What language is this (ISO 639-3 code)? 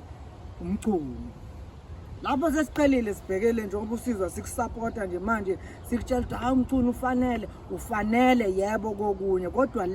zul